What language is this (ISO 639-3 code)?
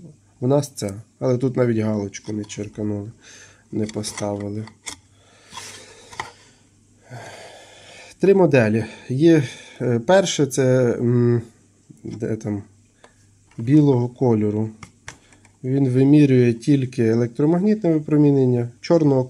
ukr